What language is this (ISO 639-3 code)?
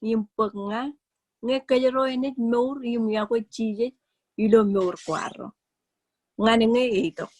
mah